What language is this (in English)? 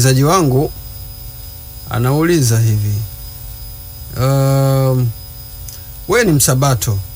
Swahili